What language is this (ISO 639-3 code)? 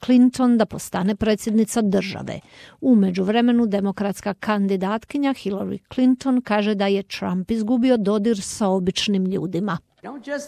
hrv